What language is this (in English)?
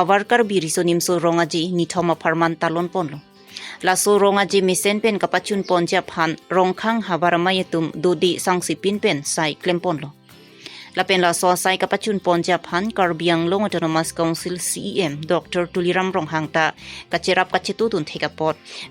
Karbi